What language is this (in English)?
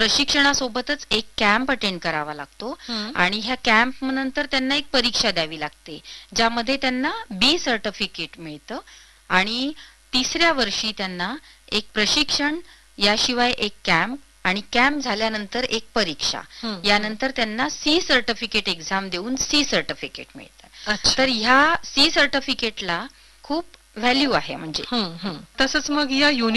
Marathi